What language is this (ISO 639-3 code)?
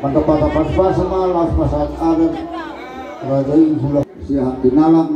bbc